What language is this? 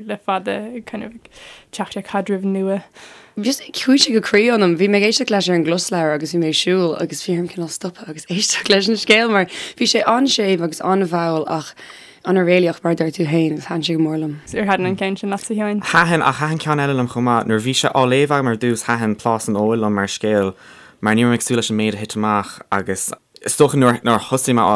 Irish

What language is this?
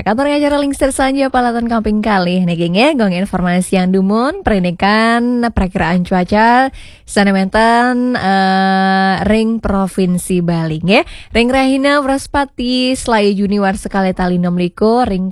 Balinese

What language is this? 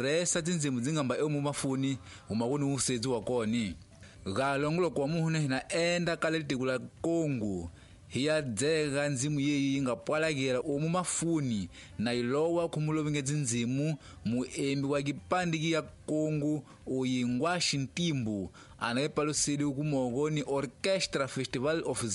Tsonga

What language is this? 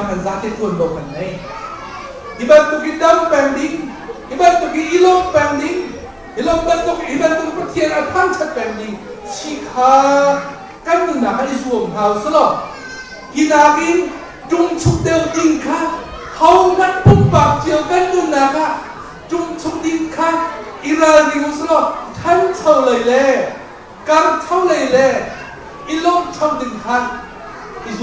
Hakha Chin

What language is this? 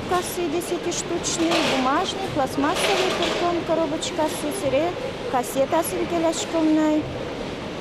Udmurt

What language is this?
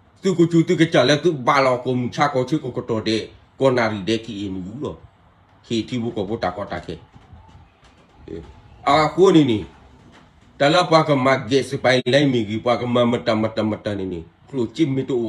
S'gaw Karen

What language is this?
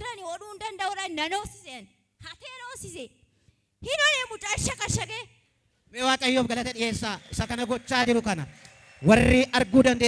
Oromo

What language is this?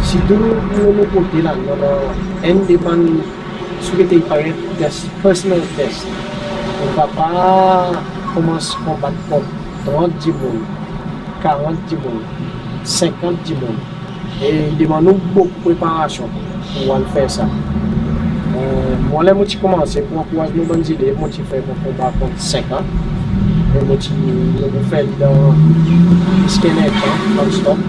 Seselwa Creole French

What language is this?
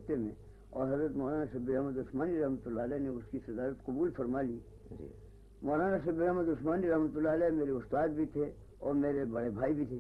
Urdu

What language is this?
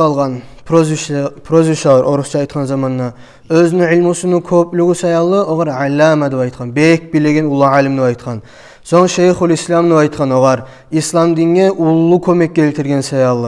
Kumyk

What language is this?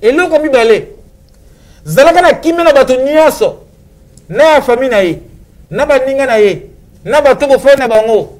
Lingala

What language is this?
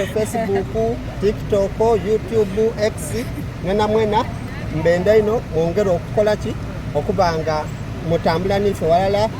Soga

